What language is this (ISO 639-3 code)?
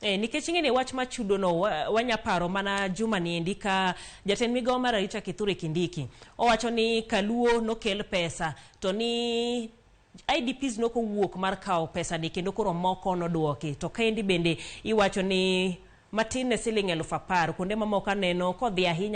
luo